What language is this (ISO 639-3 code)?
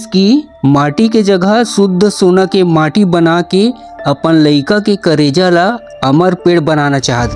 hne